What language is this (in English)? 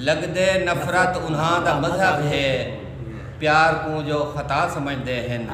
Saraiki